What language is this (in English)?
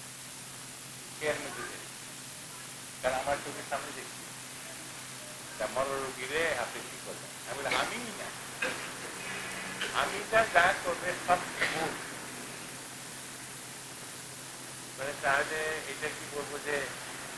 Bangla